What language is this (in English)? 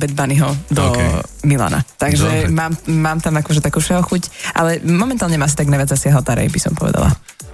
Slovak